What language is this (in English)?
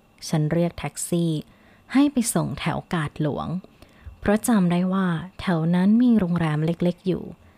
Thai